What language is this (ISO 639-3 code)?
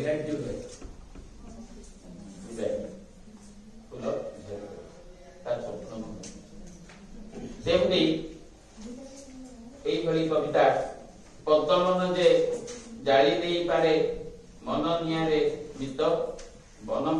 ori